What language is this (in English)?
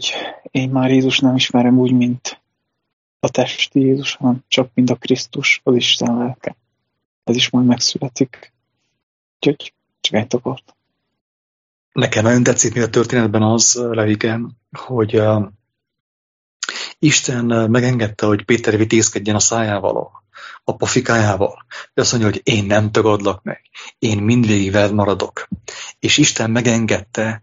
Hungarian